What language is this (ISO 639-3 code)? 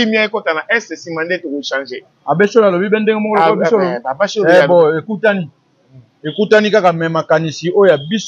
lin